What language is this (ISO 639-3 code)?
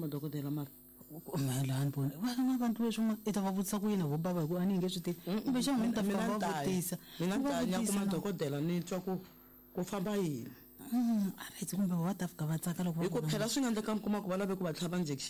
tso